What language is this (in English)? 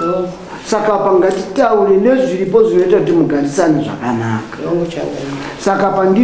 Shona